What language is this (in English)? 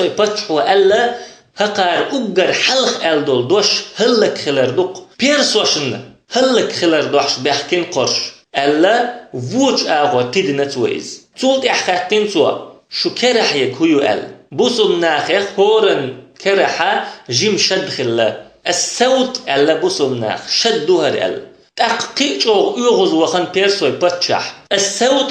Chechen